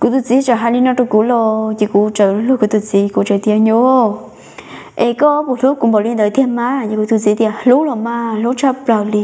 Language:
Hmong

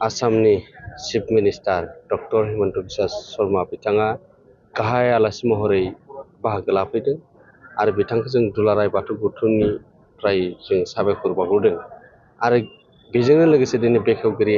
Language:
Bodo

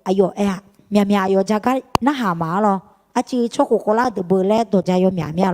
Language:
Akha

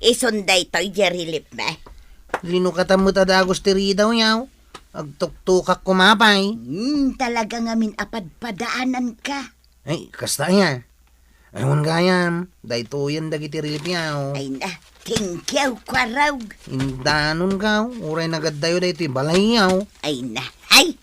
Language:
Iloko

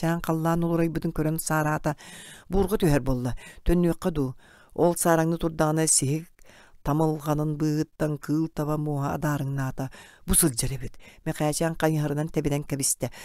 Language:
Yakut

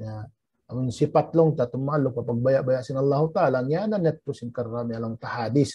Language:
Tausug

